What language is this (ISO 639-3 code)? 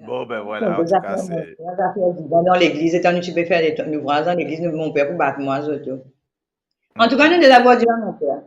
mfe